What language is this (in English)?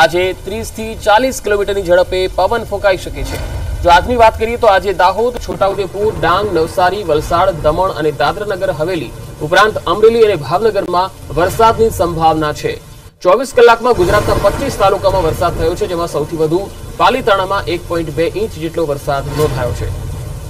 Gujarati